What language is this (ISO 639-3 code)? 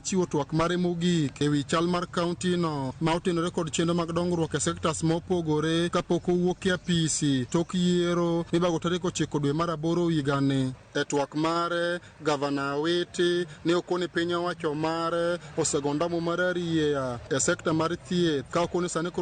luo